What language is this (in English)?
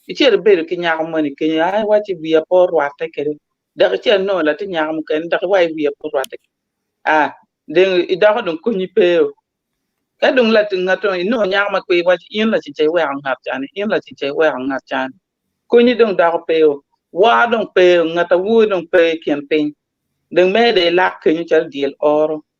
Acoli